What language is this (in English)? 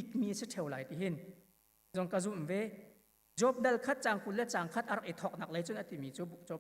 Hakha Chin